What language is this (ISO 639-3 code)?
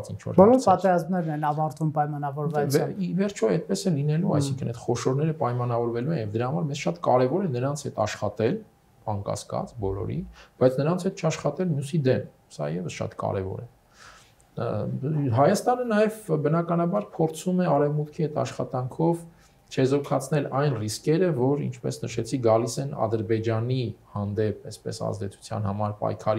hye